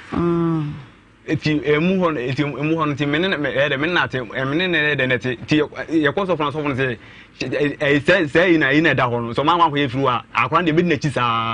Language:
Akan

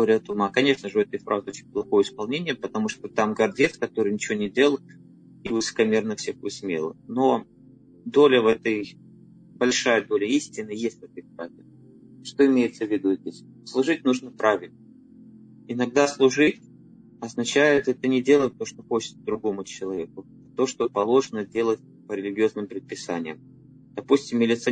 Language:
Russian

